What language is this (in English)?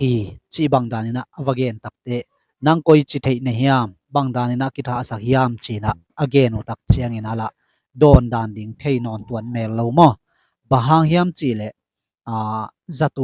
Tedim Chin